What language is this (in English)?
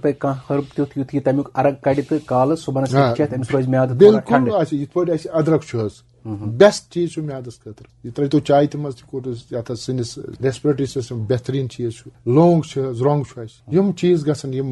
Kashmiri